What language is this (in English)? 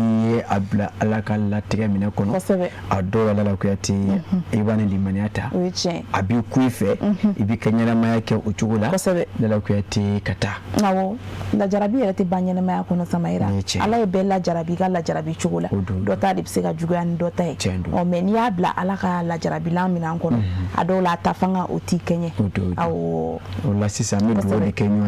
Bambara